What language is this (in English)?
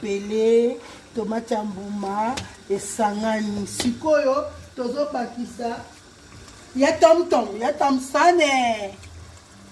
Lingala